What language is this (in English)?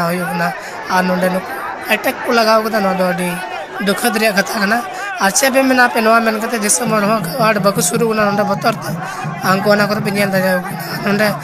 Santali